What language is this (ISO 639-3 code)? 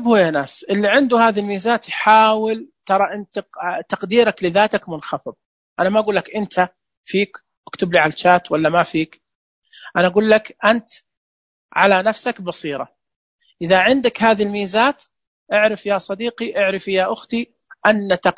ars